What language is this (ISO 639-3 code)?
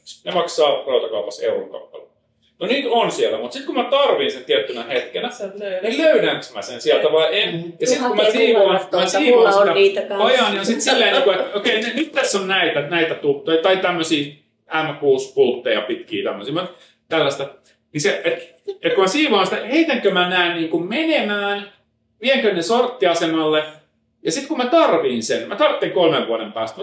fin